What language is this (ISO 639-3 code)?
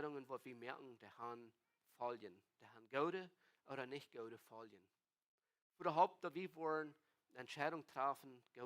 pdt